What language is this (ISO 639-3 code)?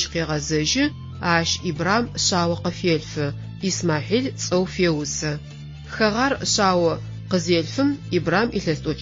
ady